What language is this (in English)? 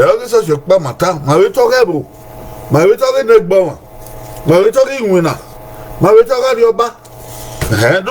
Bini